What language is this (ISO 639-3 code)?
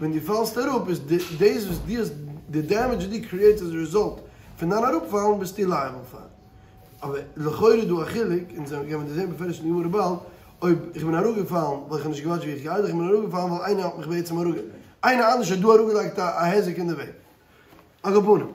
yid